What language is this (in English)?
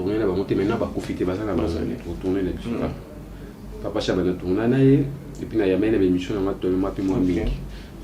Lingala